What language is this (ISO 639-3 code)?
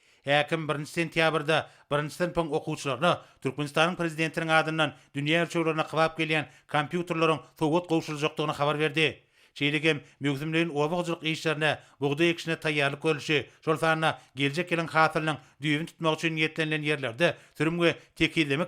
tuk